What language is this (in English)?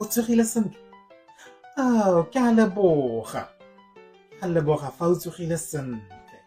Tswana